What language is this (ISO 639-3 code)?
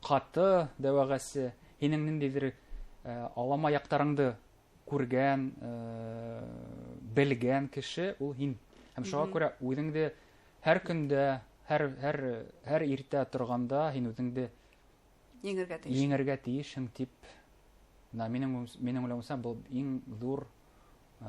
bak